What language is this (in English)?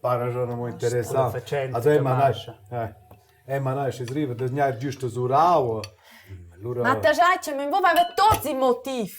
Romansh